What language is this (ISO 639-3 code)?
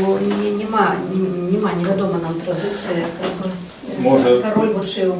bel